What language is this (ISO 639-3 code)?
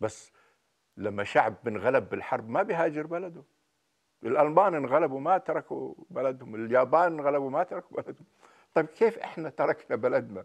apc